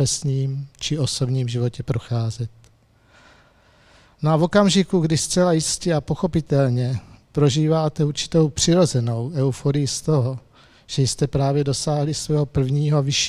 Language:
Czech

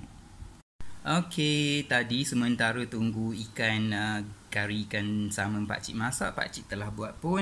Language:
Malay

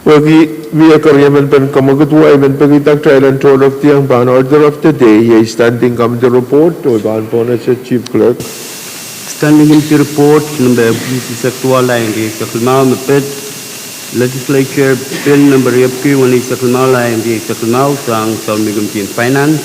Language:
Pohnpeian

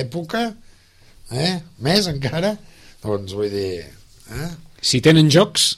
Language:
Catalan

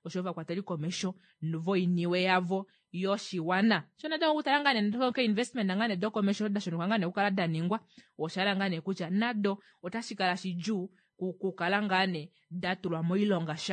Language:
Kuanyama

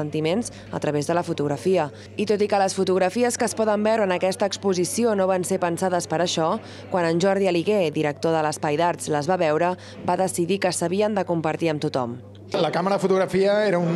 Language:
Catalan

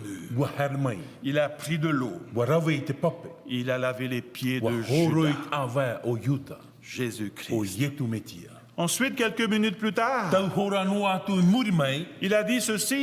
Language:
Tahitian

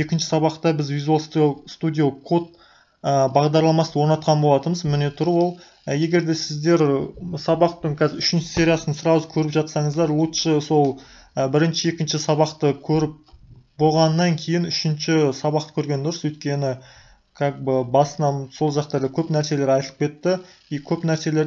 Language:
Kazakh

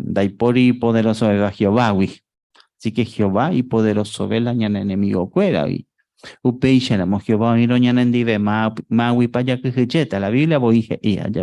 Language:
Guarani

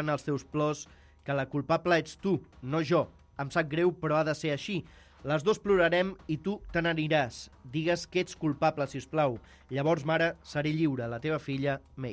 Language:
Catalan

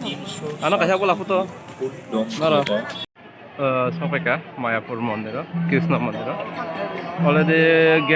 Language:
Kok Borok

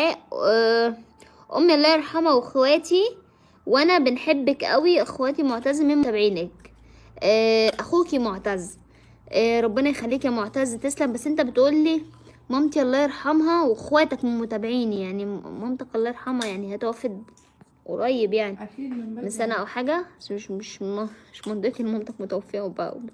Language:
Egyptian Arabic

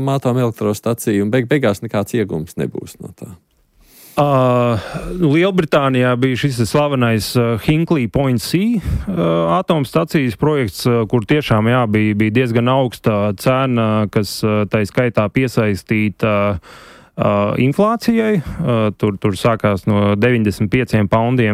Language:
Latvian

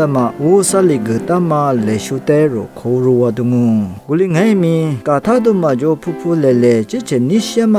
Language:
Lisu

